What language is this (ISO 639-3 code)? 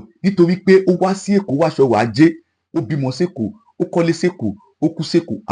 yor